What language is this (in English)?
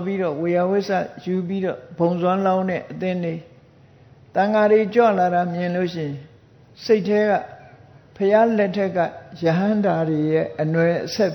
Burmese